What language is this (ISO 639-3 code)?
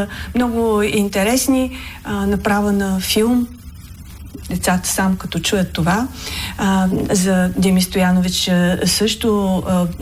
bul